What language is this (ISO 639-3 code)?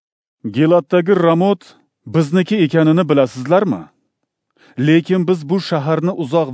uzb